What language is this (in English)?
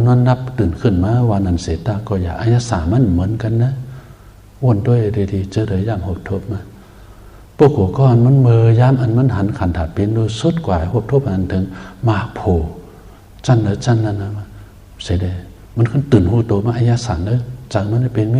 Shan